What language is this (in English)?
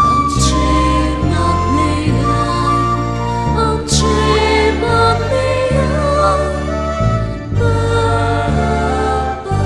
Konkani